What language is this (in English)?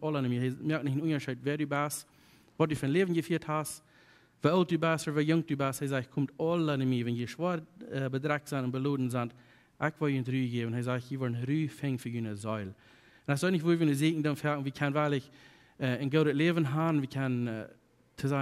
Plautdietsch